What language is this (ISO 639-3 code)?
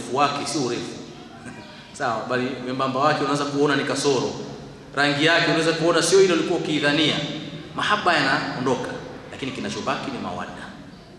swa